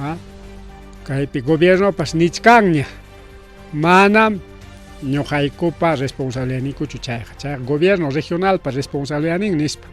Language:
Ayacucho Quechua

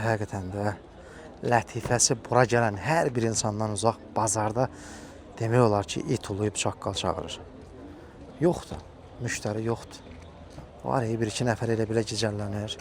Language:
Azerbaijani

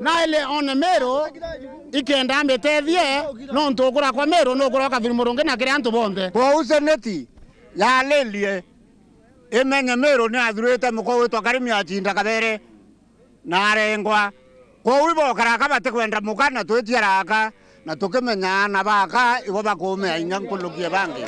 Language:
Meru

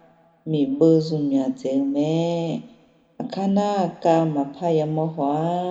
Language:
Akha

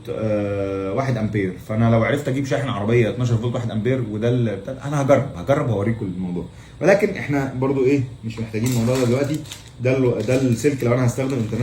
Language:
Egyptian Arabic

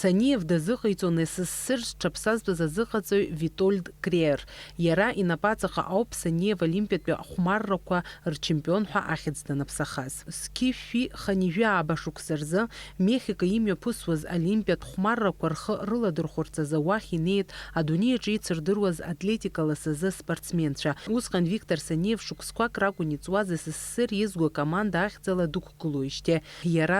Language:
Abkhazian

